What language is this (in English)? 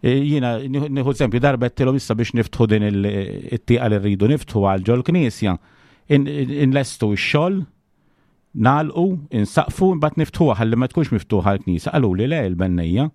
Maltese